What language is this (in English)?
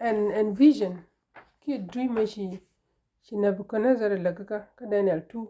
Nuer